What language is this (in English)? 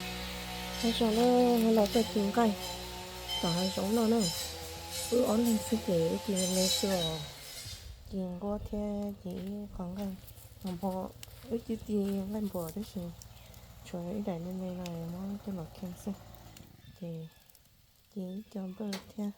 Hmong